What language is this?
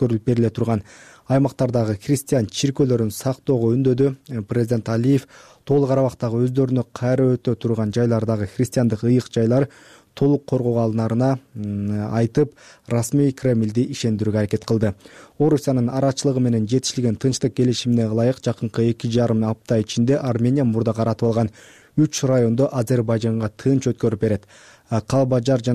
Kyrgyz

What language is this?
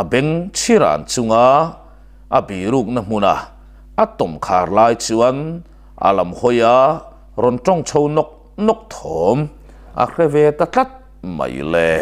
Mizo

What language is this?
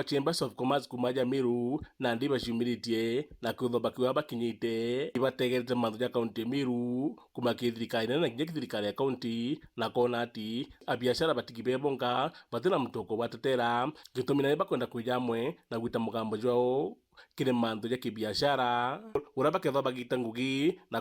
Meru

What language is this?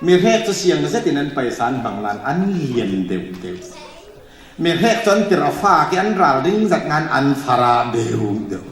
Falam Chin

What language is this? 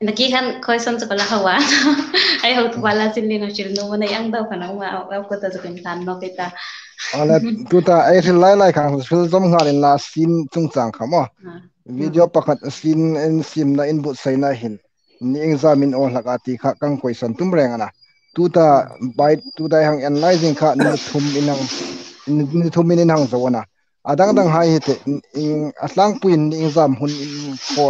Hmar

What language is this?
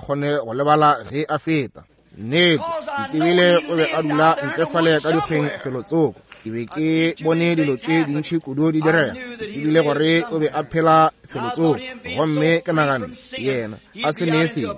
Northern Sotho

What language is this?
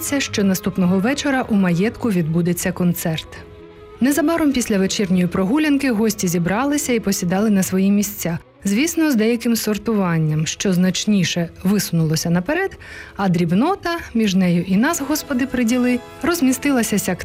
Ukrainian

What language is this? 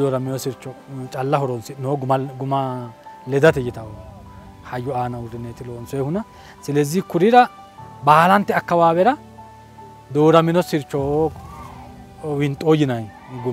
Sidamo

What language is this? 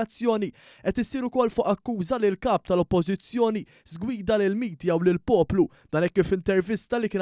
Maltese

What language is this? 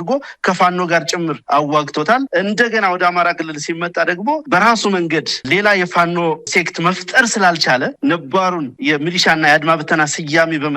Amharic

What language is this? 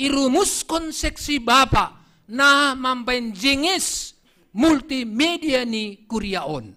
Batak Simalungun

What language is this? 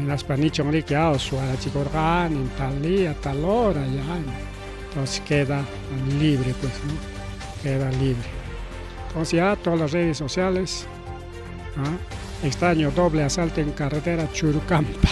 Ayacucho Quechua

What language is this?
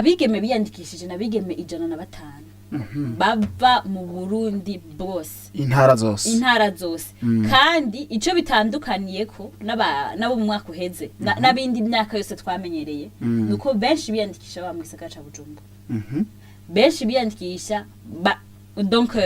Rundi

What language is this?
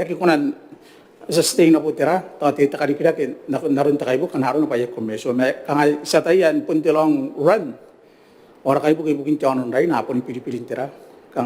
Gilbertese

